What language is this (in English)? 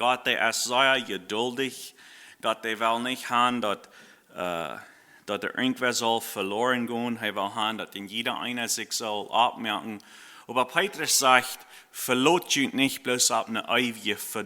Plautdietsch